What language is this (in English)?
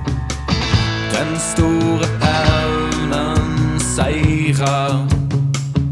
Norwegian